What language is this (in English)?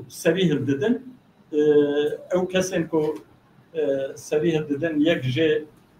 Kurdish